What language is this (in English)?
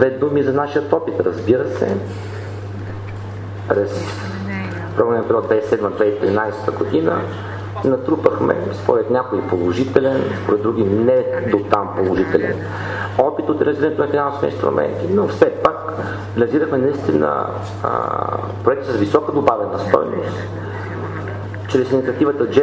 Bulgarian